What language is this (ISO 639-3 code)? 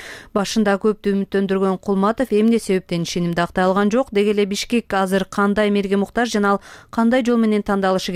kir